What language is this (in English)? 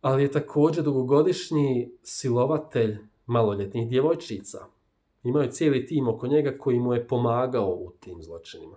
Bosnian